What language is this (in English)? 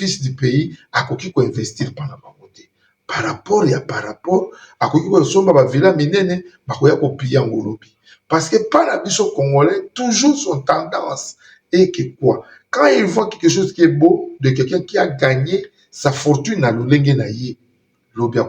Lingala